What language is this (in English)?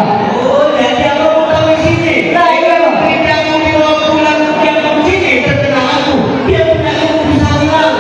Betawi